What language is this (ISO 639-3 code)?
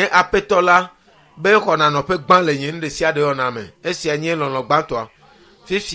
ewe